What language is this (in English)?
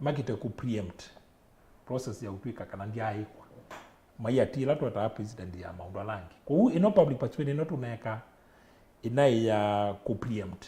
Kamba